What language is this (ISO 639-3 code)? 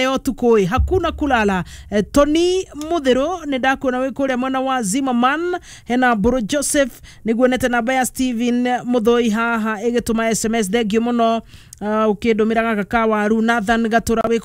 kik